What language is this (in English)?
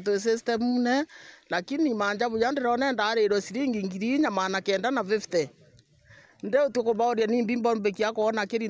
Meru